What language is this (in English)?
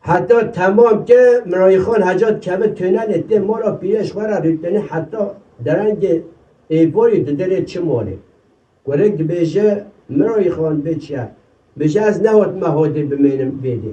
Kurdish